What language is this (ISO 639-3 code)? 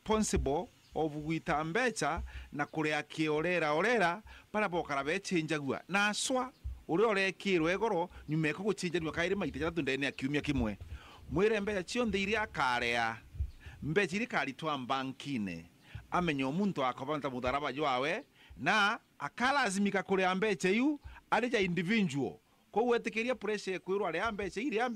mer